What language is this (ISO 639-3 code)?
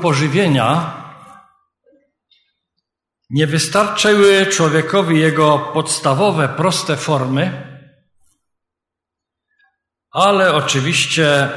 pol